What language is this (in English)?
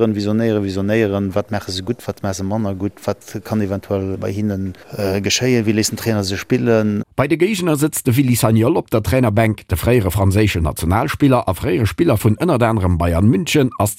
Luxembourgish